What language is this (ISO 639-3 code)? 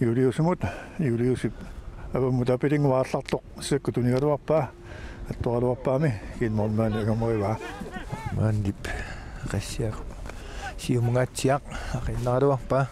kal